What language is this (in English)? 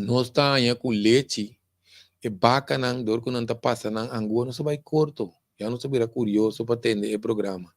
Papiamento